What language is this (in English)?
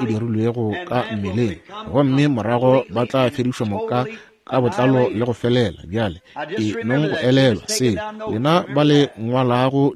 Northern Sotho